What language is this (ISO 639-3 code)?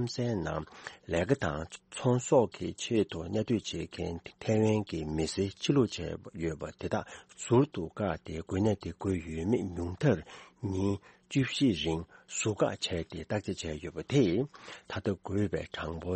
bod